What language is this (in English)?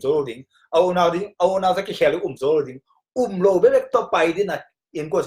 Tedim Chin